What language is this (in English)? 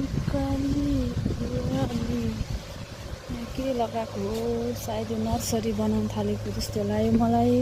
Nepali